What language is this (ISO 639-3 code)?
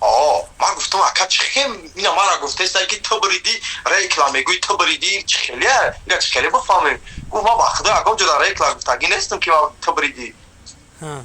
tgk